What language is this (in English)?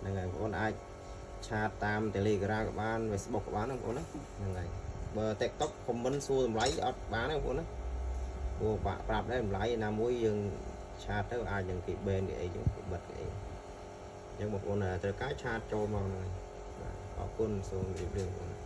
Khmer